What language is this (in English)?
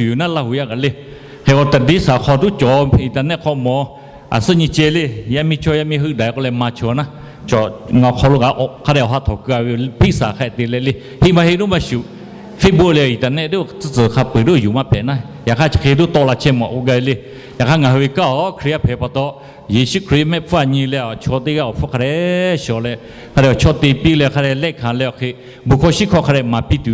Lahu